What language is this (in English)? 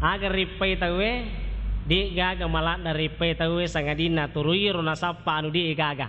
Buginese